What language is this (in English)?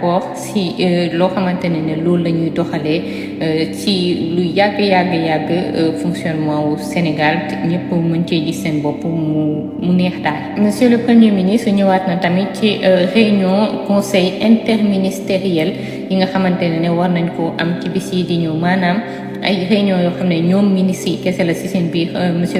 Wolof